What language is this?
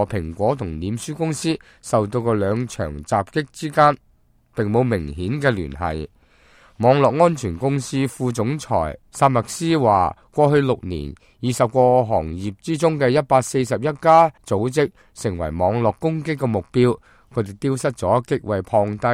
Cantonese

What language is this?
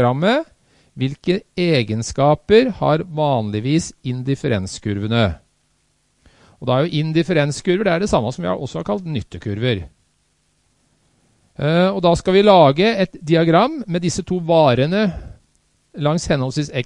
Norwegian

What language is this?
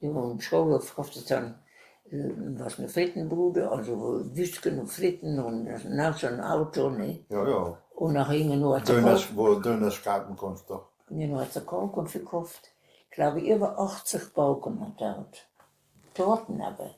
Westphalien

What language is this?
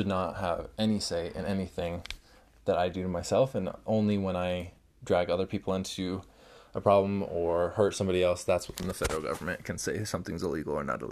English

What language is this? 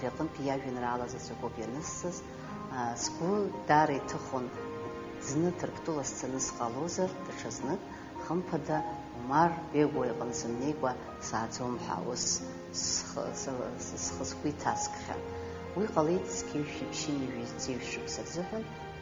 Abkhazian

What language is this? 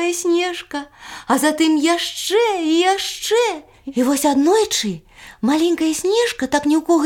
Belarusian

